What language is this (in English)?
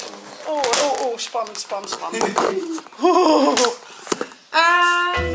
Western Frisian